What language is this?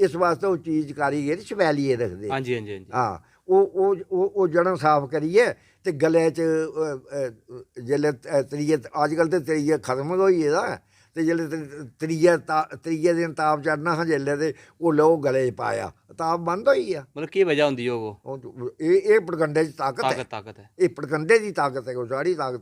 Dogri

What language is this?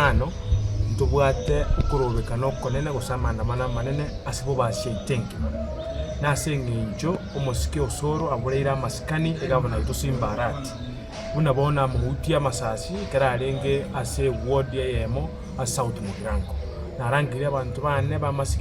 Gusii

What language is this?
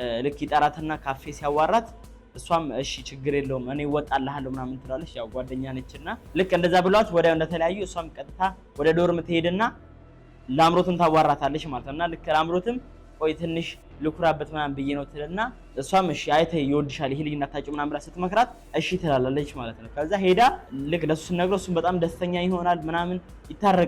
Amharic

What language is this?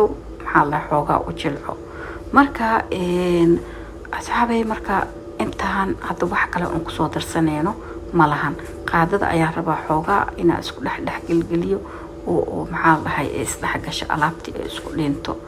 Somali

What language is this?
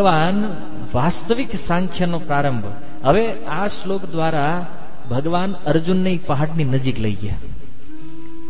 Gujarati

